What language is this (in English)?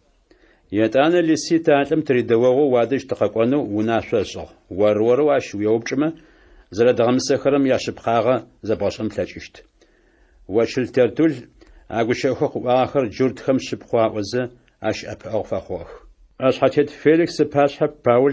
Adyghe